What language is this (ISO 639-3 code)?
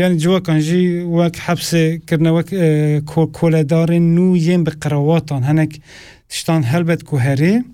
kur